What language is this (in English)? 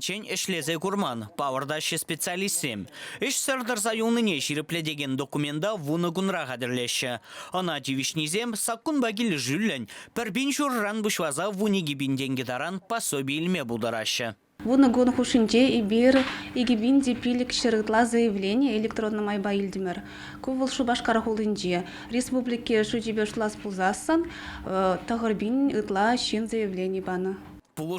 Chuvash